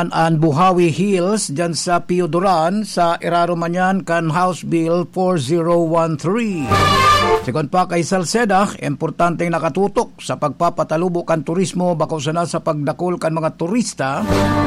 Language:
Bikol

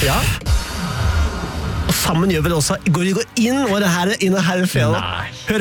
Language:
Norwegian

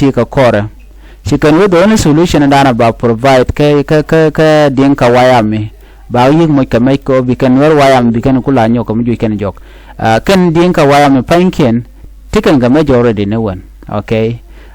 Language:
Nuer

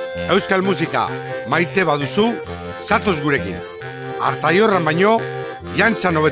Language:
Basque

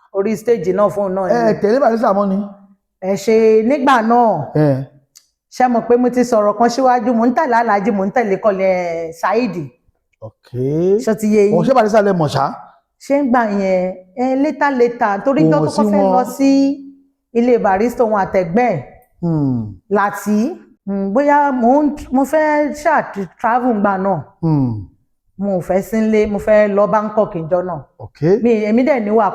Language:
Yoruba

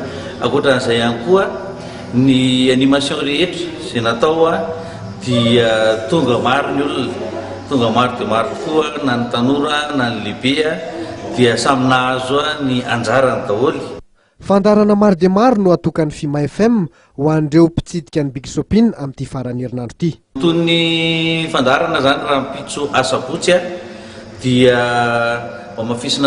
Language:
Malagasy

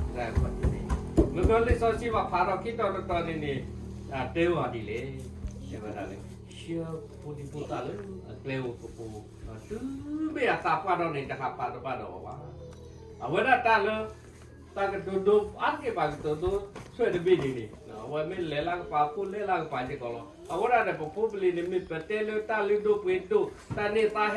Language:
S'gaw Karen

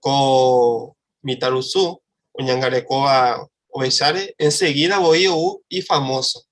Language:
Guarani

